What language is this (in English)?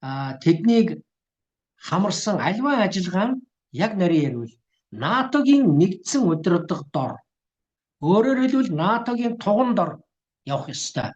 Mongolian